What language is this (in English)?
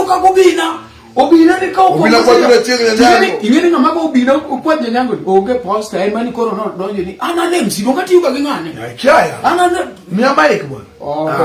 Luo (Kenya and Tanzania)